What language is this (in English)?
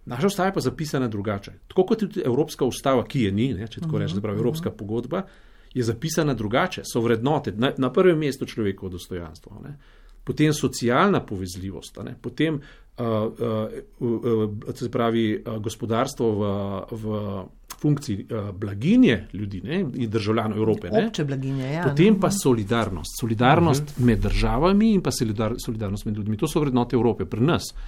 Slovenian